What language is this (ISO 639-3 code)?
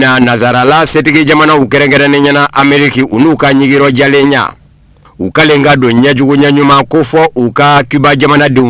bam